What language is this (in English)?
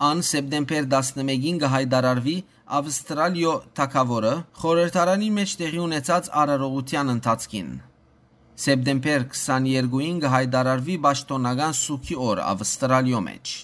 Western Armenian